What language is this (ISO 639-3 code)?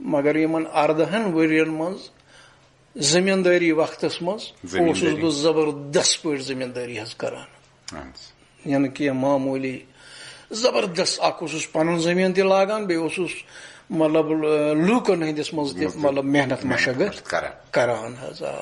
kas